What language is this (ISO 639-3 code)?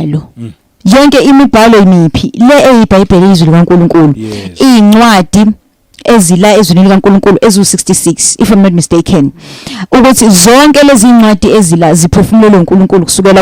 zul